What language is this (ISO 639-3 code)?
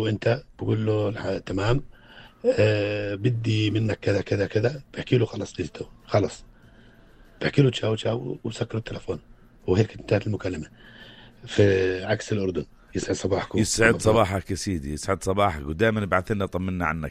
apc